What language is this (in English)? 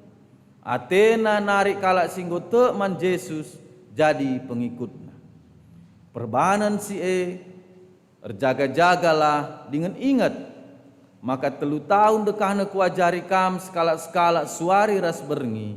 Batak Karo